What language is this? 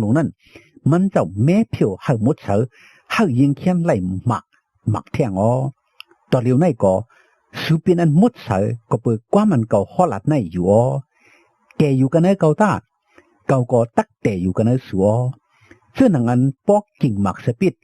Shan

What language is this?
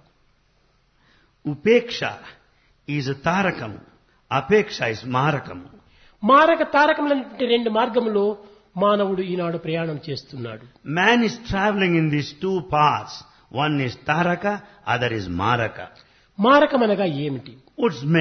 Telugu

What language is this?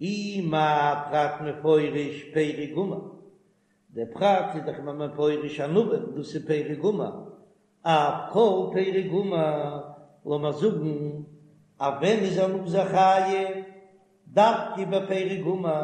Yiddish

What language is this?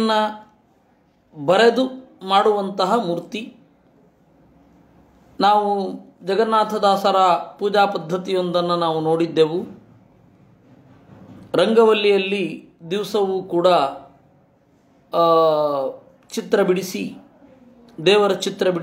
Kannada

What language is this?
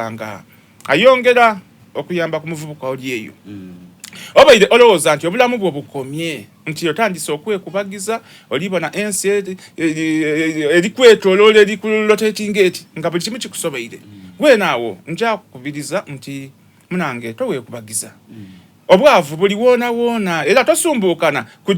Soga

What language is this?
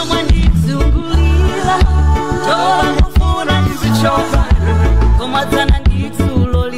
Nyanja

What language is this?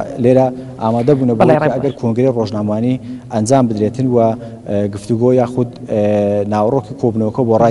Central Kurdish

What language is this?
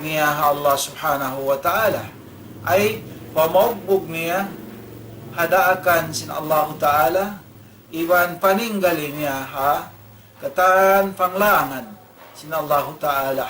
Tausug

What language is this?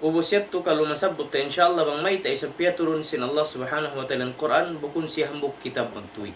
Tausug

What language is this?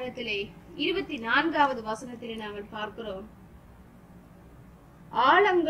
Tamil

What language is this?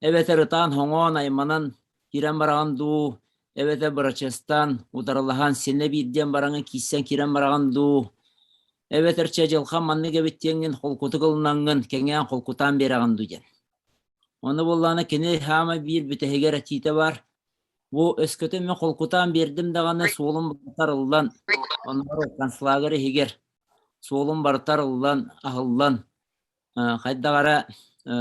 Yakut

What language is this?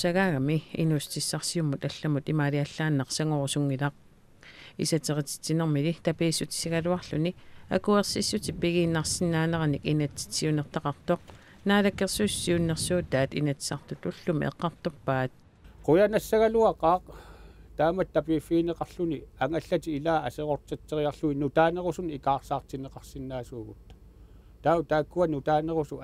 Kalaallisut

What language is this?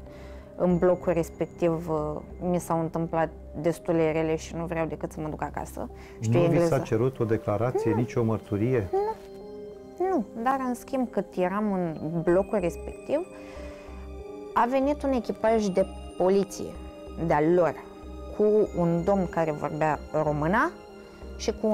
Romanian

